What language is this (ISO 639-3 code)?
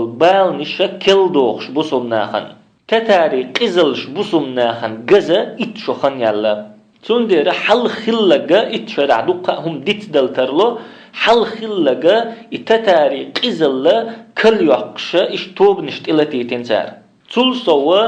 che